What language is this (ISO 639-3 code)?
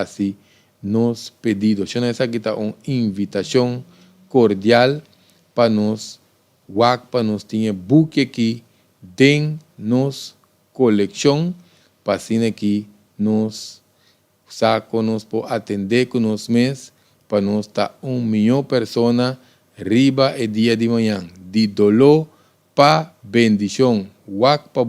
pap